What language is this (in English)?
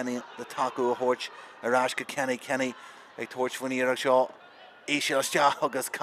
Irish